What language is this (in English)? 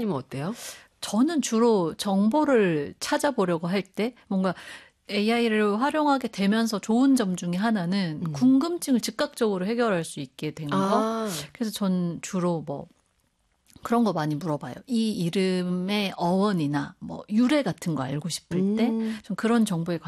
Korean